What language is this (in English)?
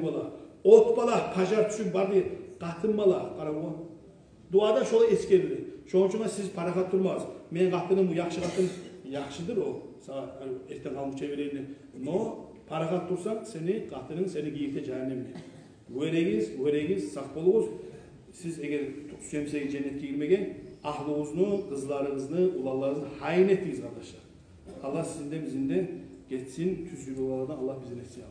Kumyk